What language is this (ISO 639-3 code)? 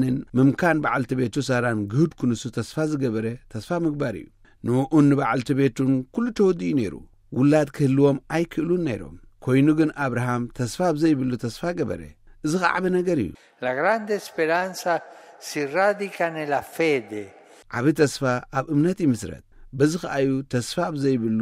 tir